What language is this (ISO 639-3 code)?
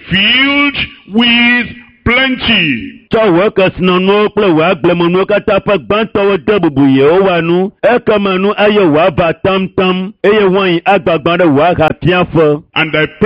ewe